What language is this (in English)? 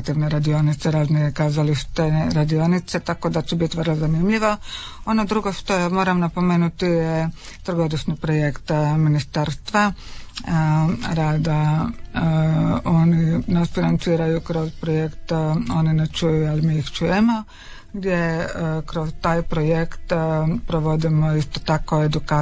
Croatian